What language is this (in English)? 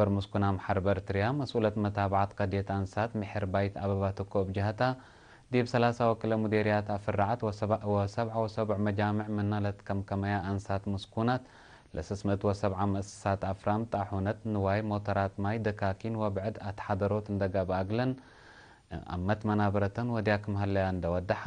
Tigre